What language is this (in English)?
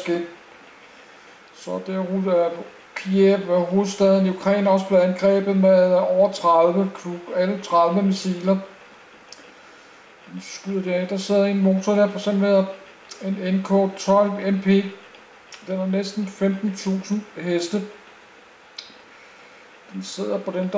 Danish